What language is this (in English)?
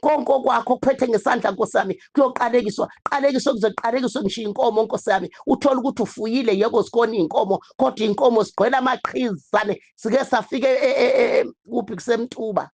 Zulu